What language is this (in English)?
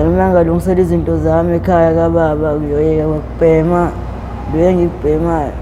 Zulu